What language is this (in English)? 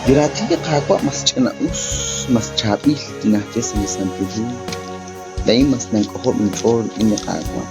Kekchí